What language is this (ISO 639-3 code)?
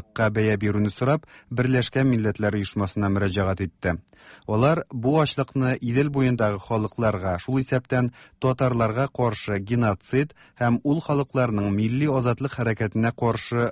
tat